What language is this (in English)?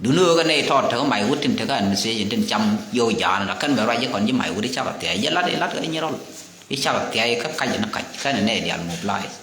Nuer